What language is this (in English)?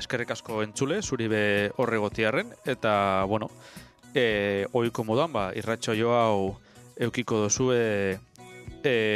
Basque